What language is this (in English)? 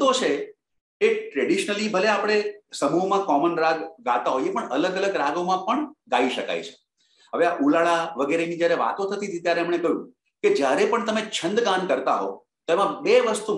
Gujarati